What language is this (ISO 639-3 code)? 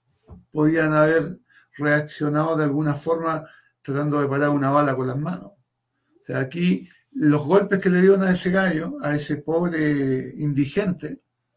spa